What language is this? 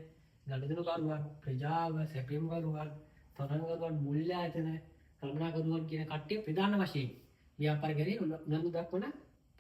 Sinhala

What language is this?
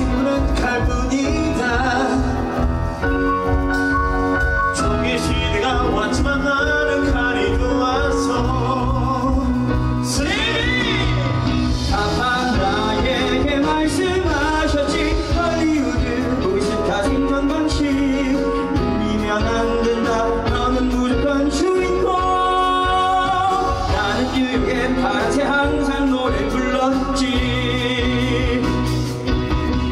Korean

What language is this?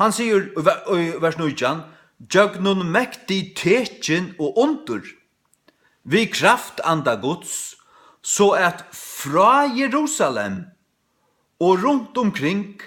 Faroese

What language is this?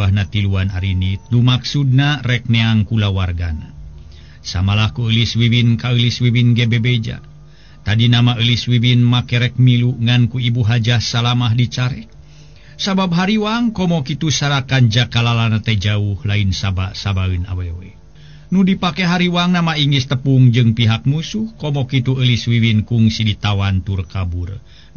Sundanese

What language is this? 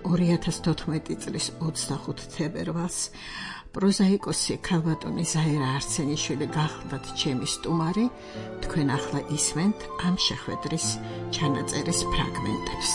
Georgian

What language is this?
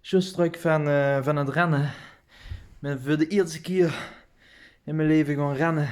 Limburgish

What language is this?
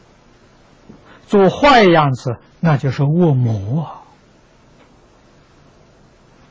Chinese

